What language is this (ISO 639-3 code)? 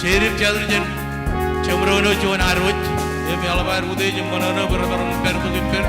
mah